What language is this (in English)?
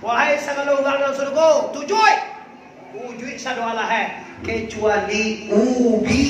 Minangkabau